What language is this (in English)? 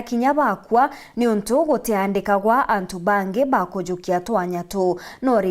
Meru